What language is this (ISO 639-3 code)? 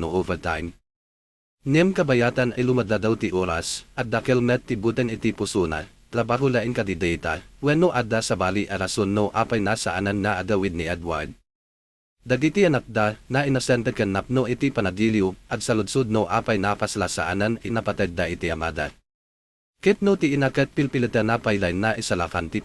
ilo